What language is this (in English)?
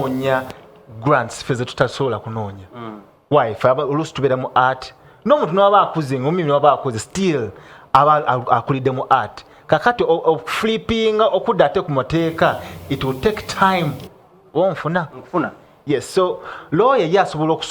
Ganda